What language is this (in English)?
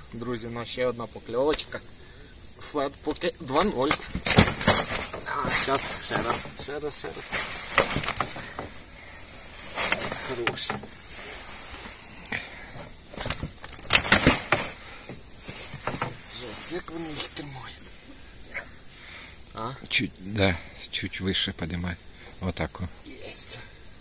Ukrainian